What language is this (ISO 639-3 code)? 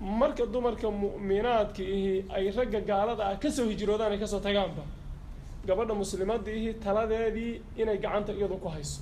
som